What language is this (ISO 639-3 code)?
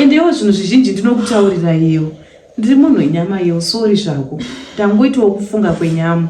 sna